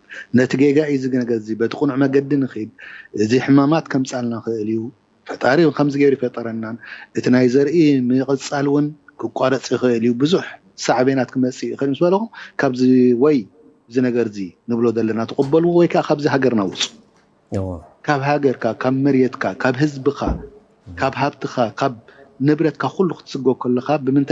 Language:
Tigrinya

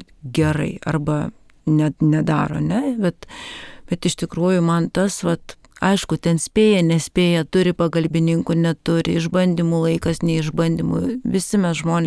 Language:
Lithuanian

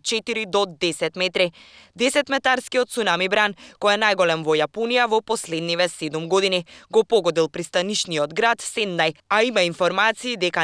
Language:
Macedonian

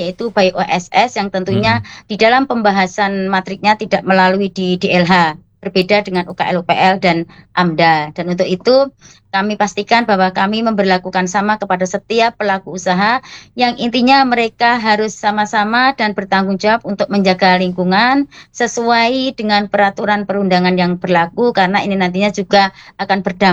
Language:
Indonesian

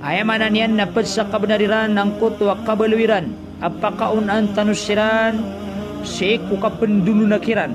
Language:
Maranao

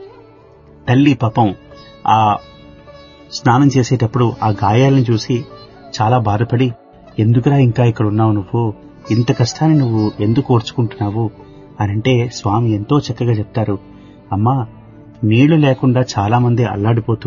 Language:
Telugu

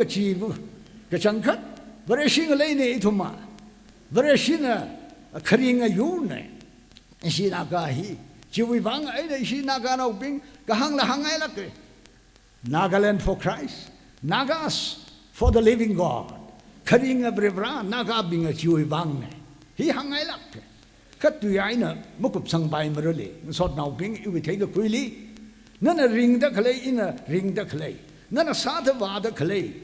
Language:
Tangkhul Naga (India)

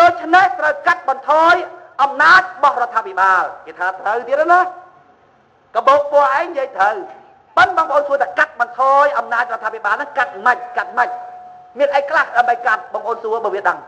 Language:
Khmer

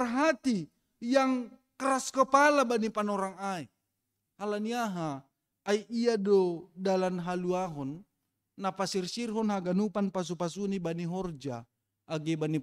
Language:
Batak Simalungun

